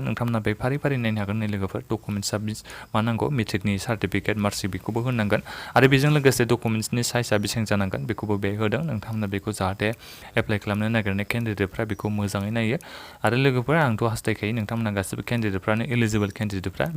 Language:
Bodo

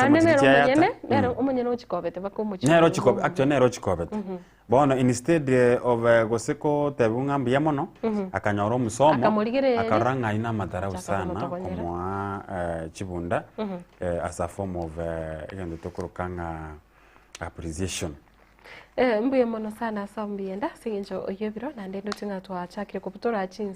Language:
Gusii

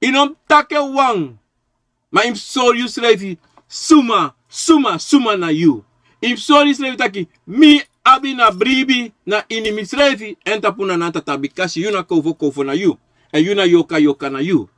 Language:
Sranan Tongo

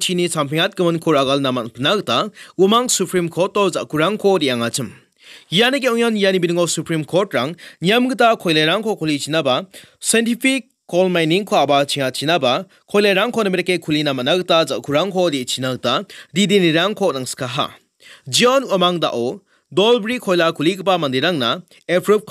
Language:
Garo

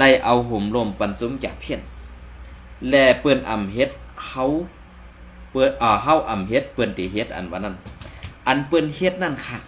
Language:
Shan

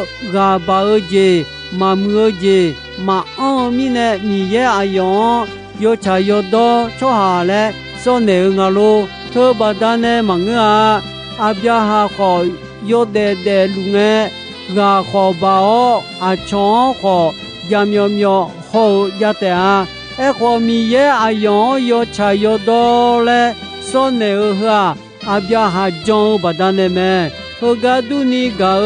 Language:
Akha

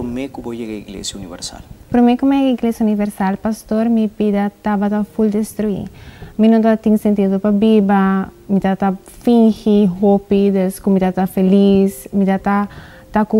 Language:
Papiamento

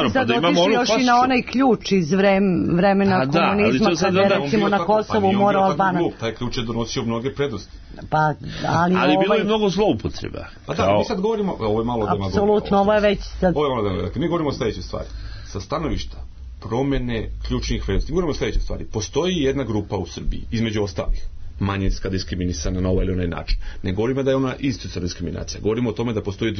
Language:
Serbian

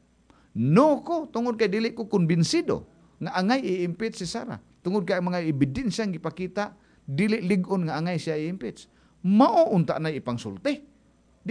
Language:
Cebuano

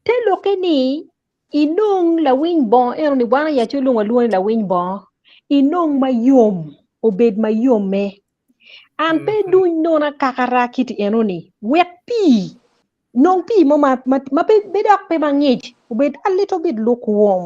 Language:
Acoli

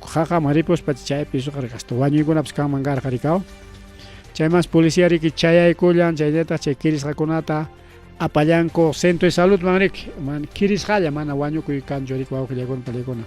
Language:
Ayacucho Quechua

